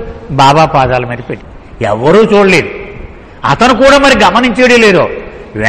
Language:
Telugu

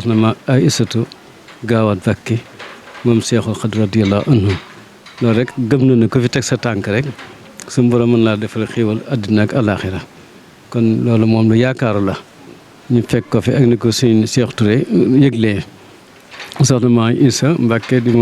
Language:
Wolof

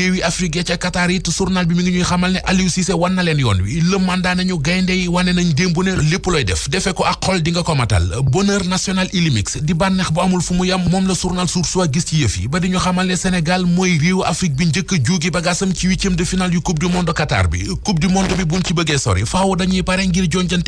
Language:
Wolof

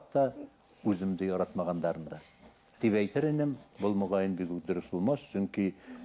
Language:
Bashkir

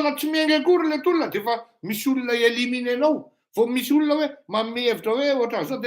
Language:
Malagasy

